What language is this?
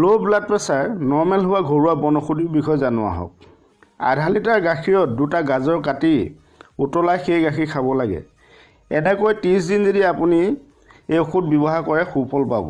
Assamese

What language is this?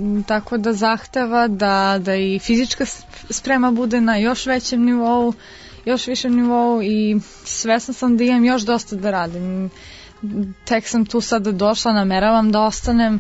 Serbian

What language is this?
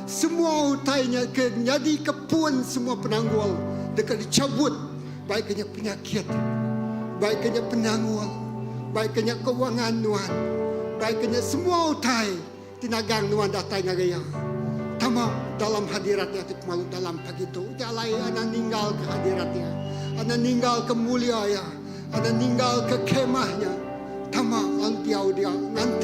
Iban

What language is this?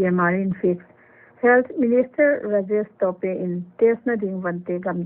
Paite Chin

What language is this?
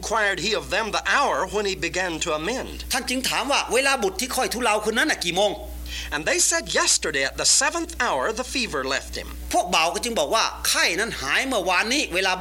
Thai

